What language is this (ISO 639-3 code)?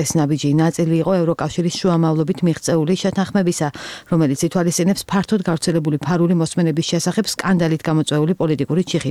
kat